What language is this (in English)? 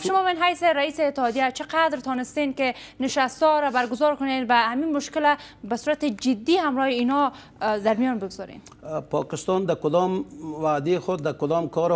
Persian